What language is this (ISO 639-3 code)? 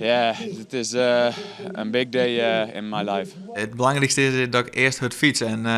fry